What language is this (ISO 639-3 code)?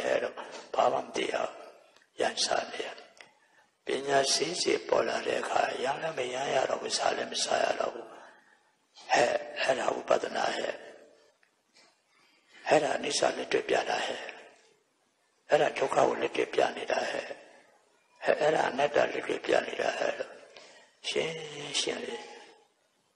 mya